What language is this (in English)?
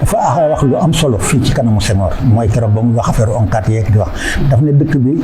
Wolof